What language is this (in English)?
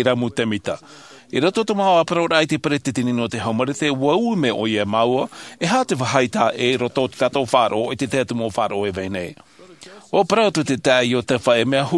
Tahitian